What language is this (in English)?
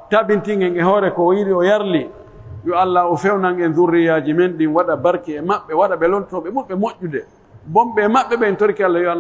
Pular